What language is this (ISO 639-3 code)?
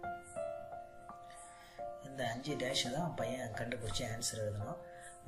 tam